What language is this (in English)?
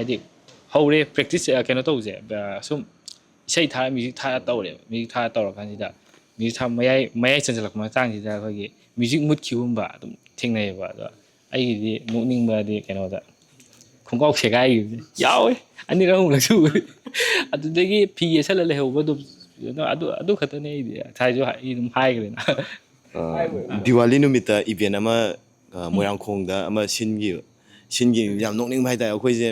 Manipuri